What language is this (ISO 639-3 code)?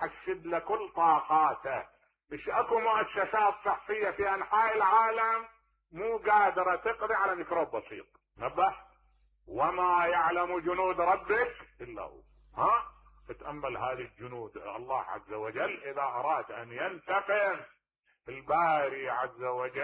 acm